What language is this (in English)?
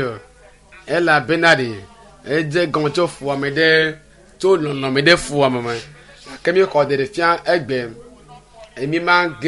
Ewe